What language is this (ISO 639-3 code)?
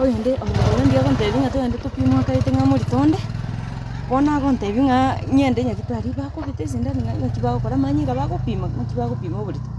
guz